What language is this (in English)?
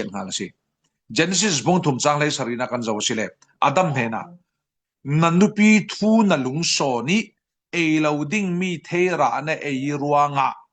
Falam Chin